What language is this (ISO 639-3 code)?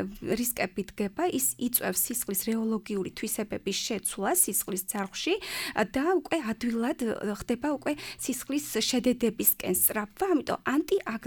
kat